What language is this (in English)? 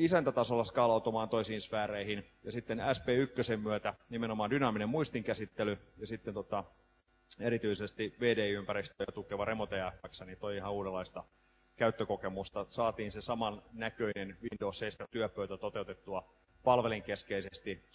Finnish